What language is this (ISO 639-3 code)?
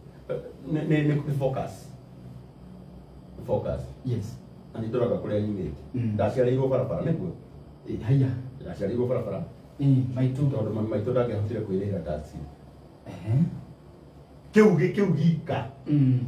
kik